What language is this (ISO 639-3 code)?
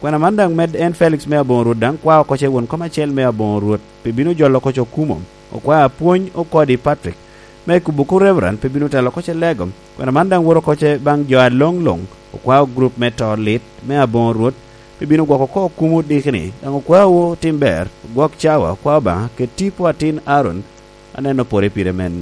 laj